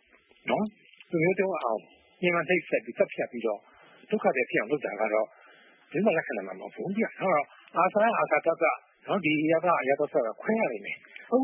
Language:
Burmese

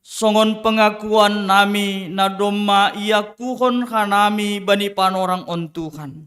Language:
Batak Simalungun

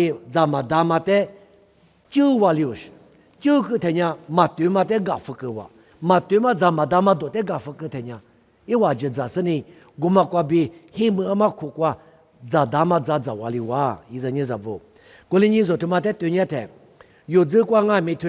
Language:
Lisu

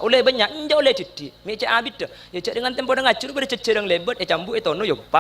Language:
Madurese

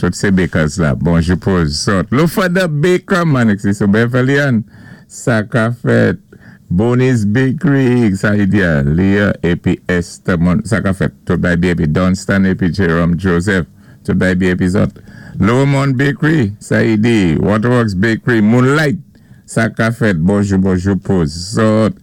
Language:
Saint Lucian Creole French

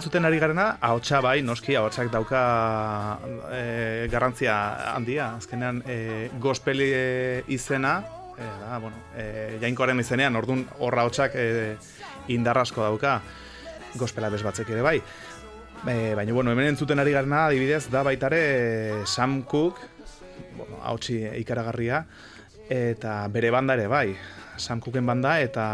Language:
Basque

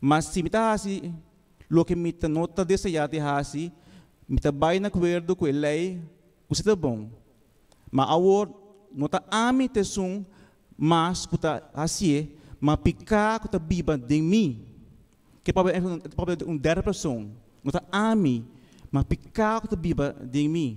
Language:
Papiamento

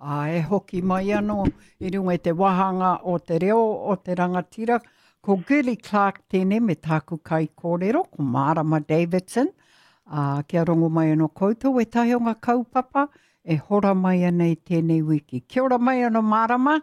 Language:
Māori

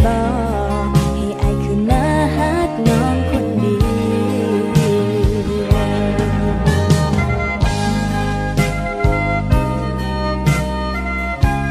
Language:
Thai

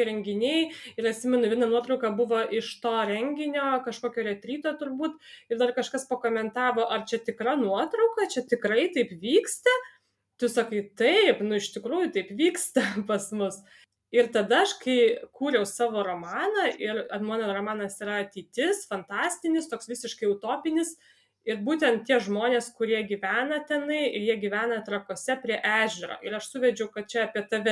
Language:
Lithuanian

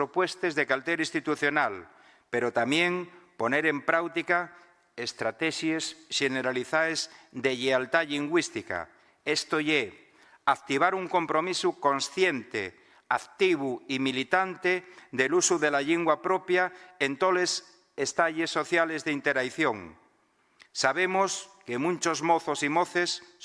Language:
Asturian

